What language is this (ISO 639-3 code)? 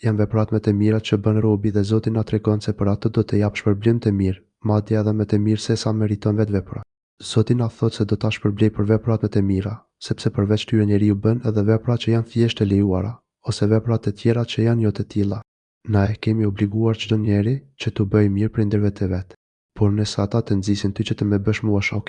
sqi